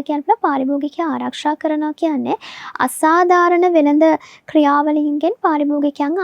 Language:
Sinhala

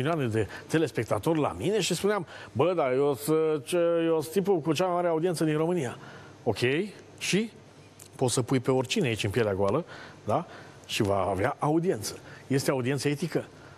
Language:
Romanian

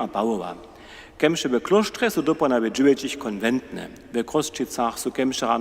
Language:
Upper Sorbian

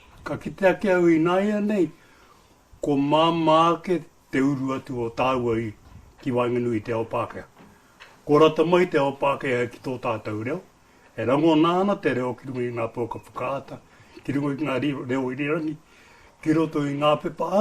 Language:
Māori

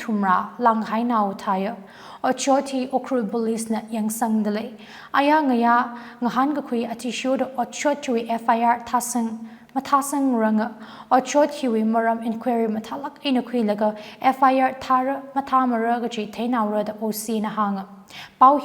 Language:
Tangkhul Naga (India)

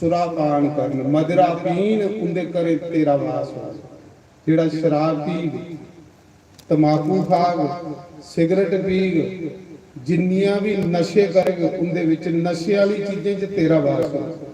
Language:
Dogri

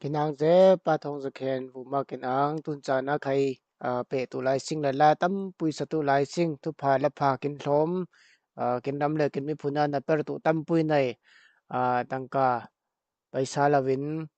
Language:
Falam Chin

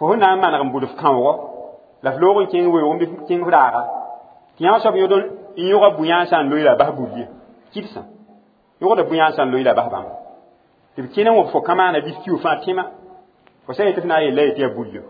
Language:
Mossi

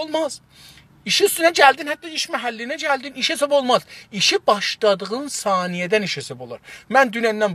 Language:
South Azerbaijani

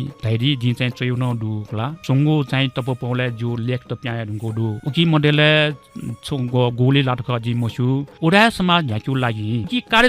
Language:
Newari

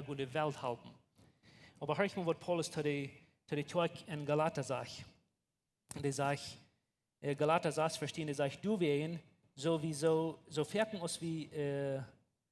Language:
Plautdietsch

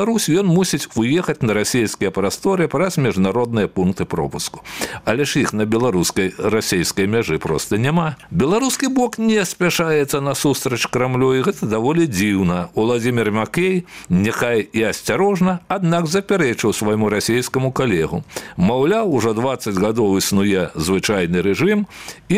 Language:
Belarusian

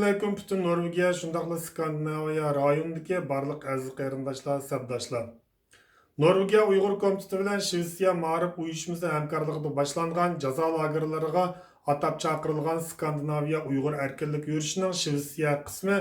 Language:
Uyghur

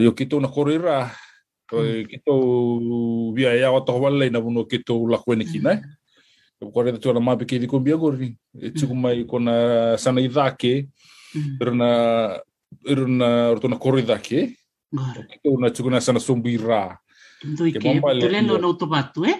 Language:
Fijian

